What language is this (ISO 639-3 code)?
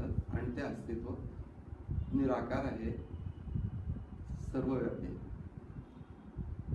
mar